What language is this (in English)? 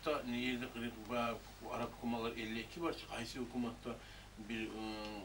Kumyk